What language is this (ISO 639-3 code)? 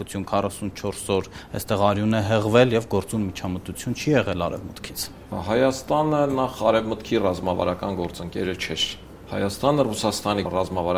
hye